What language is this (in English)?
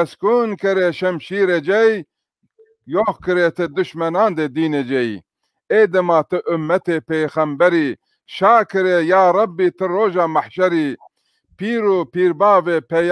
Zaza